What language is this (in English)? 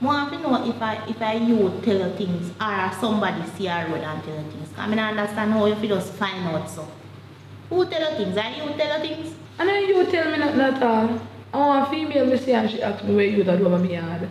Jamaican Creole English